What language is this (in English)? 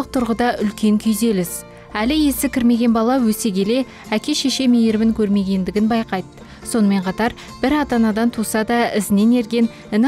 Kazakh